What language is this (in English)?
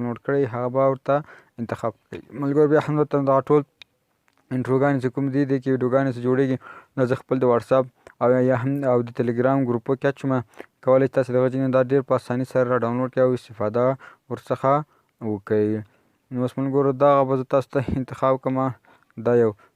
Pashto